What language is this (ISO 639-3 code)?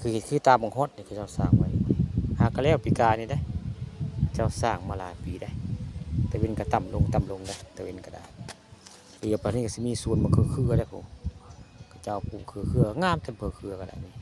tts